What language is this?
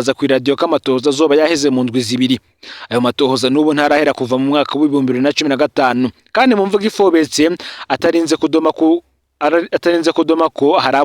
Rundi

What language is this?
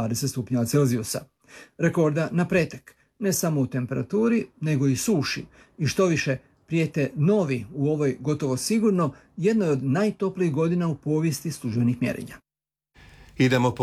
Croatian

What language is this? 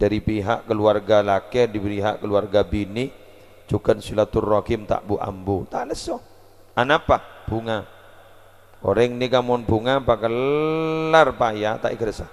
Madurese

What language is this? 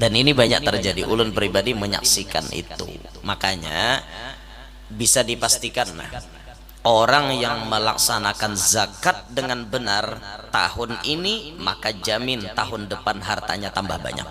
Banjar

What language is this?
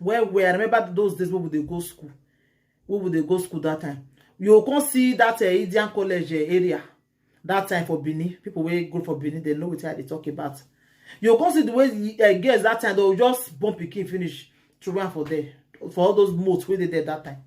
Nigerian Pidgin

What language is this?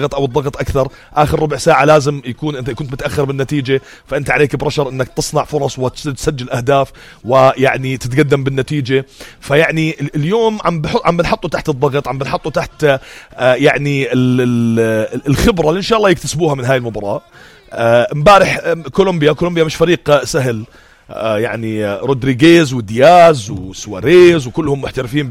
North Levantine Arabic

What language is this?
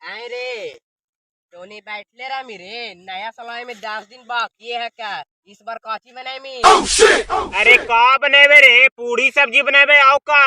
Magahi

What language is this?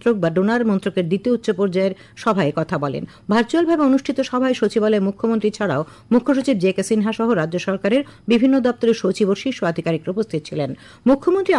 Bangla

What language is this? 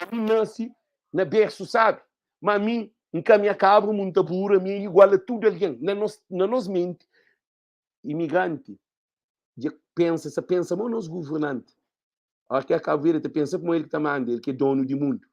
Kabuverdianu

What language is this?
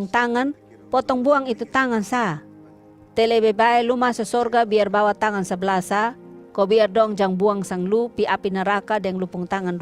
Kupang Malay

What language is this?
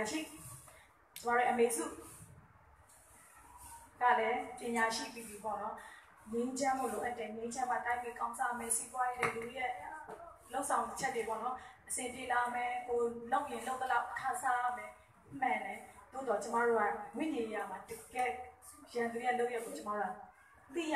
Burmese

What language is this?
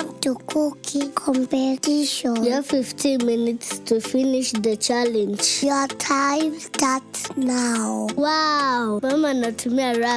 Meru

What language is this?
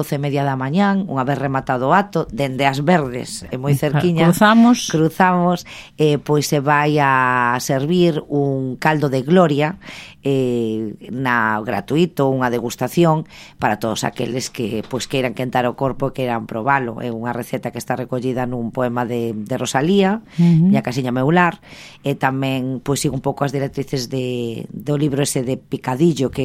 Galician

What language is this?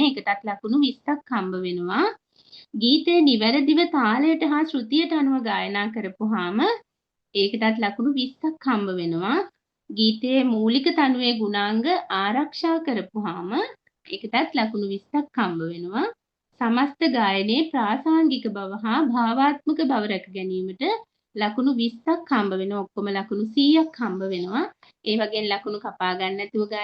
Sinhala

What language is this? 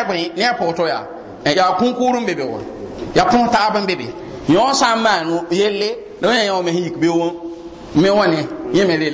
Mossi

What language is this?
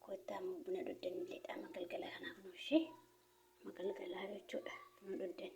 Oromo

